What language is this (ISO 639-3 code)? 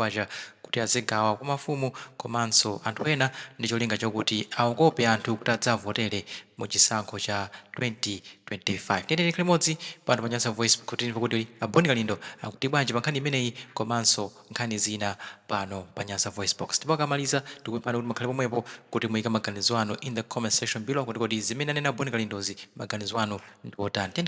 nya